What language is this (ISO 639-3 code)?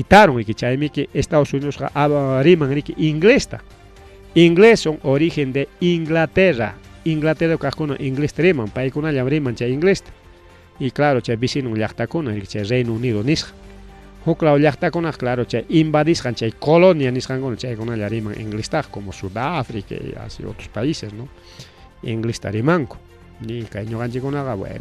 quy